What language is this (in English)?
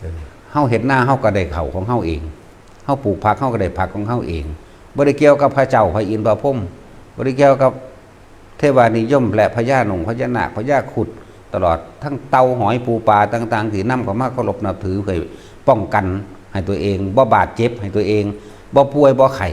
Northeastern Thai